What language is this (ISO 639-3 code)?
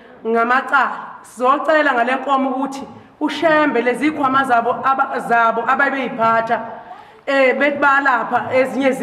zul